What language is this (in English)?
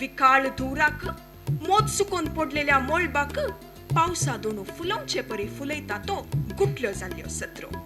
Konkani